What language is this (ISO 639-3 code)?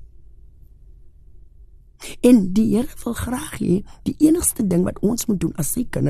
afr